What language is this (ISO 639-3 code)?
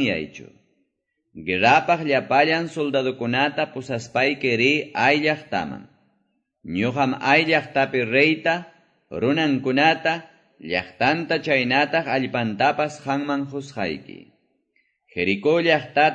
que